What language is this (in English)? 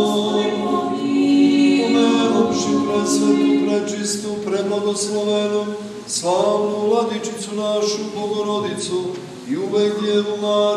Serbian